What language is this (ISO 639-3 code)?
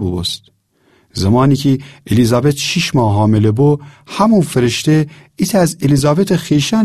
glk